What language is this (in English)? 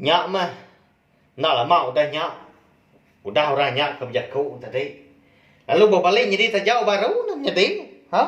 Iban